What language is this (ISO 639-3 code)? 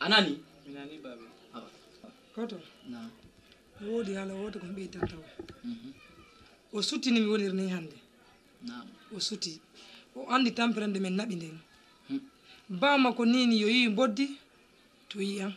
ful